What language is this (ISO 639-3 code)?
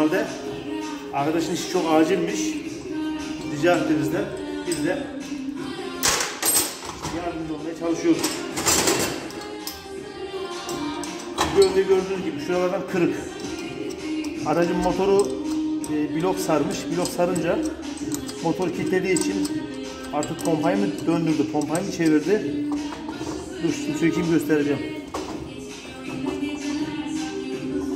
tur